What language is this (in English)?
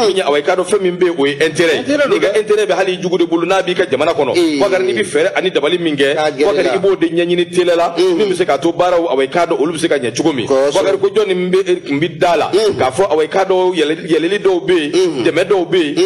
Bambara